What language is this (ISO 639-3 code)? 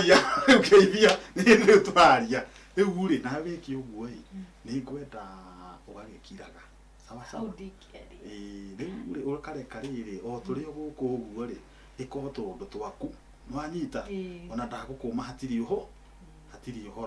kik